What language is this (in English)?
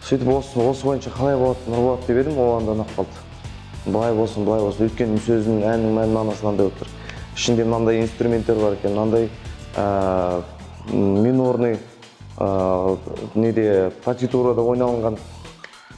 Kazakh